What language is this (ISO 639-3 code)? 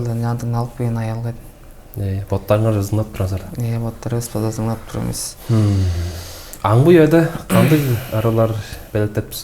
tyv